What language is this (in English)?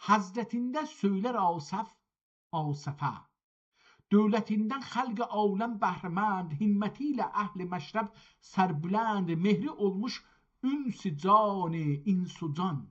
South Azerbaijani